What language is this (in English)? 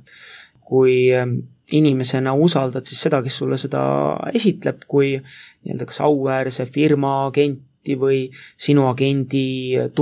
Estonian